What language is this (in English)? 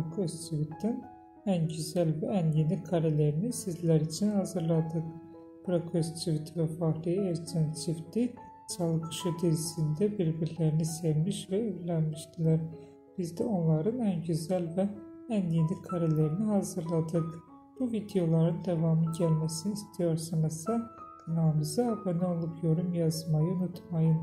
Turkish